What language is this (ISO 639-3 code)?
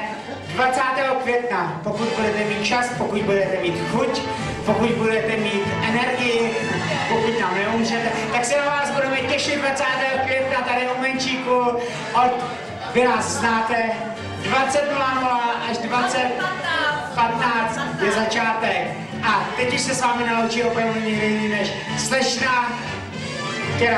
ces